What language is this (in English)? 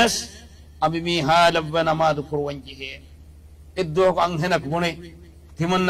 Divehi